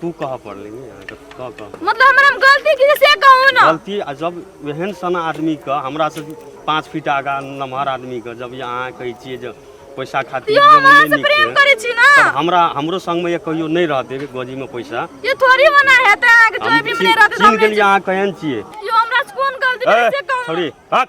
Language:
Maithili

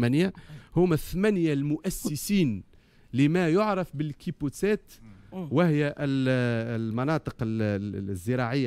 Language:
Tunisian Arabic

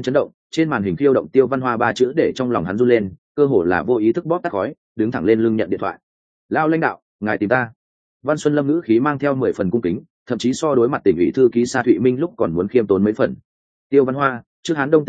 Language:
Vietnamese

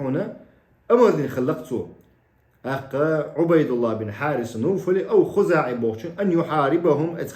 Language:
Chechen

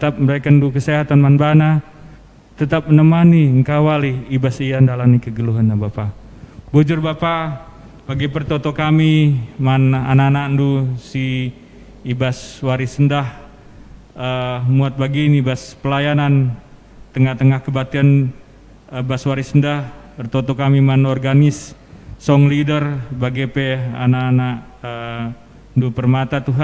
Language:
Batak Karo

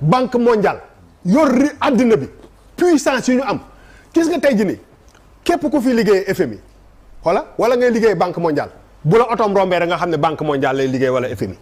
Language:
Wolof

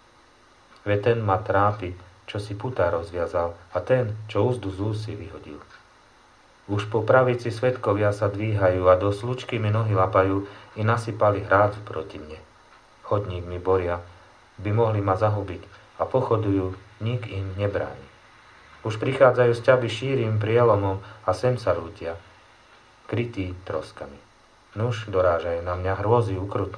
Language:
Slovak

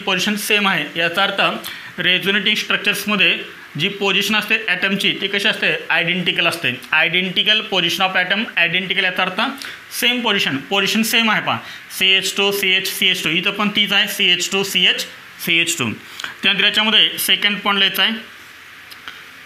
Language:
Marathi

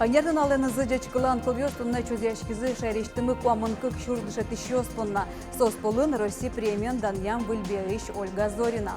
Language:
Udmurt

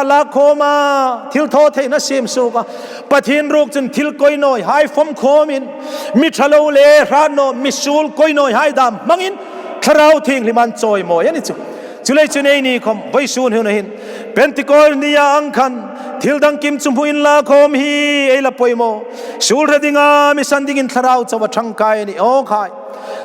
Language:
Hmar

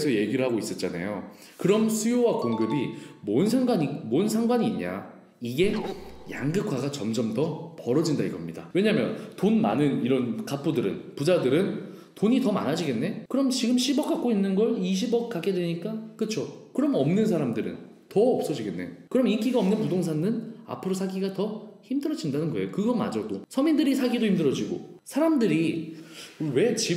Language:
Korean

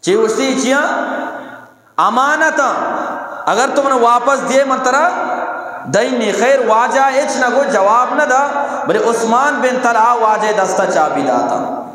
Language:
Eastern Balochi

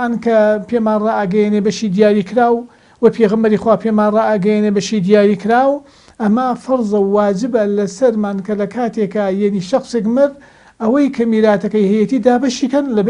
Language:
Central Kurdish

